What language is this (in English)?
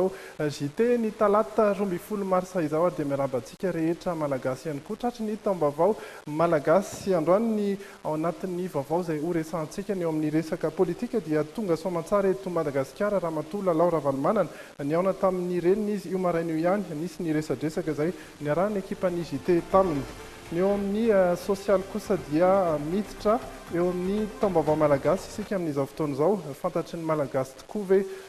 Malagasy